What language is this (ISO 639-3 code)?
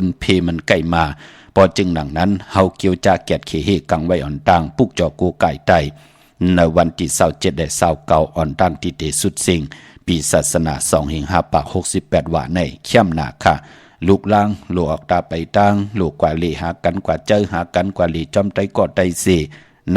shn